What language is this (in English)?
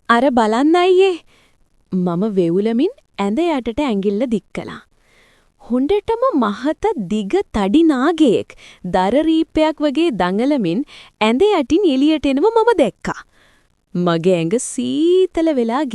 Sinhala